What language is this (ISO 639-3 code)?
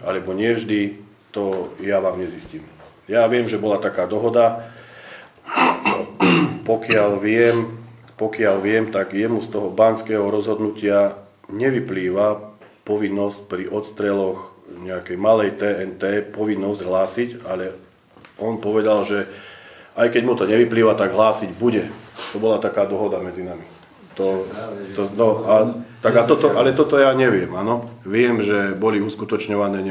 slk